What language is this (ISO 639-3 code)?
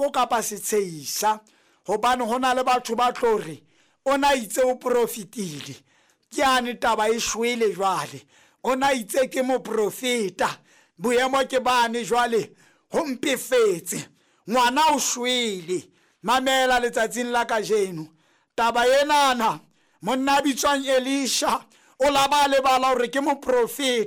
sot